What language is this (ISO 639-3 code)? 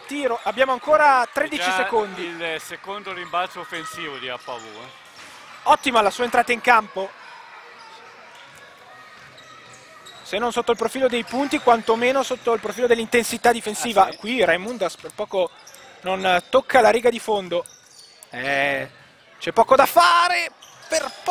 ita